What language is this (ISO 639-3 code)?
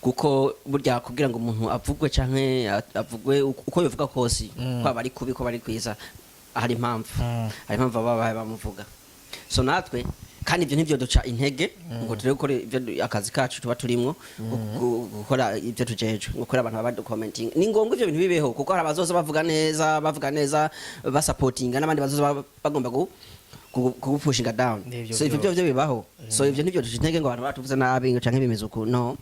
run